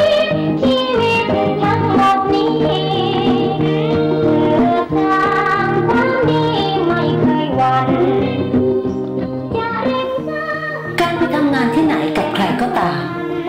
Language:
Thai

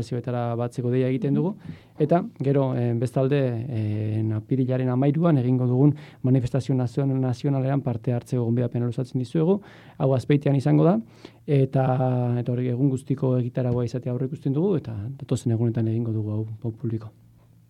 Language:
Basque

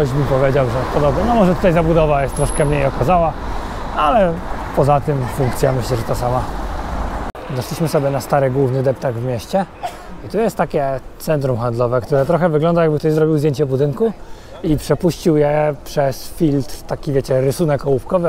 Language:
Polish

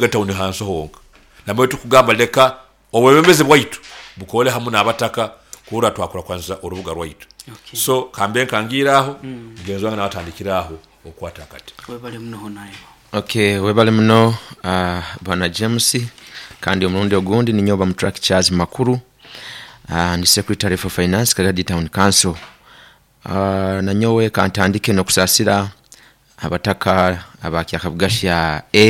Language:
Nyoro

